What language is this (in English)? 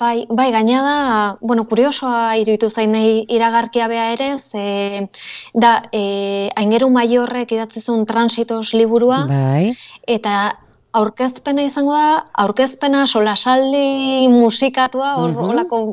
Basque